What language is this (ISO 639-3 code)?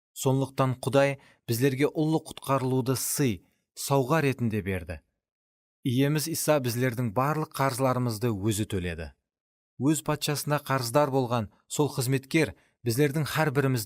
kaa